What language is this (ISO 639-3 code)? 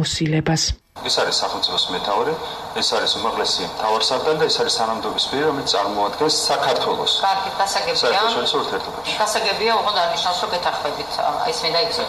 kat